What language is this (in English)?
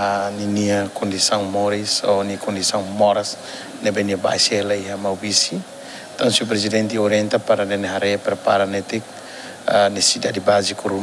Tetum